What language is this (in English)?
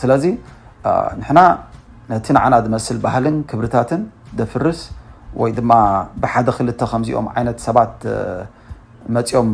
Tigrinya